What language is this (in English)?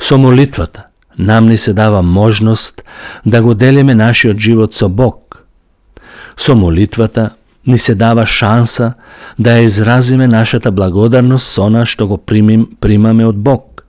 Macedonian